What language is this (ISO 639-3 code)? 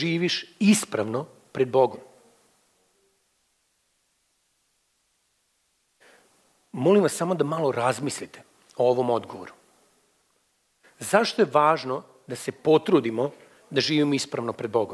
srp